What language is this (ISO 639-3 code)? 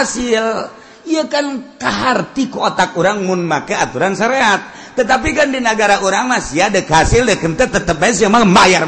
sun